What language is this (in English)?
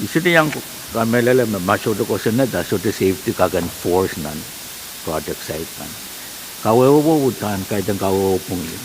Pohnpeian